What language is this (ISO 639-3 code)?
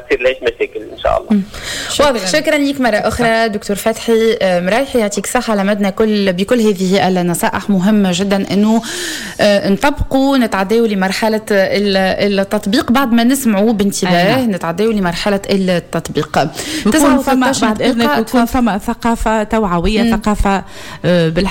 aeb